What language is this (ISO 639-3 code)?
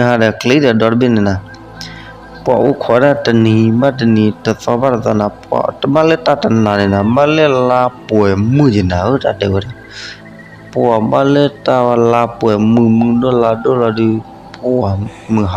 ksw